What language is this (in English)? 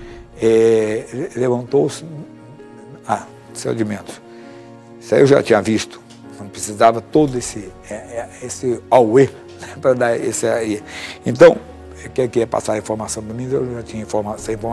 Portuguese